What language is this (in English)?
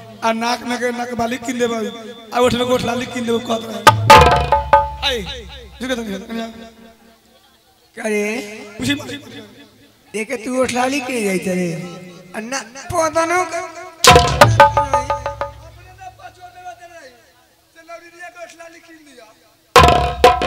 Bhojpuri